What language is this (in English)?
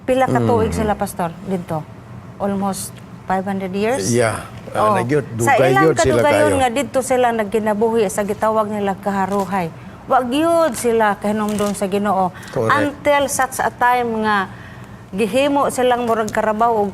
Cebuano